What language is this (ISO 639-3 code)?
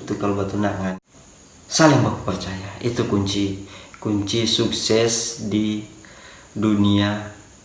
xmm